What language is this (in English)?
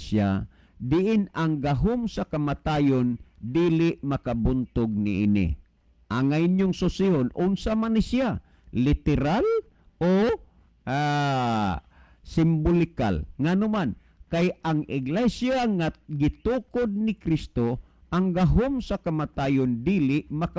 Cebuano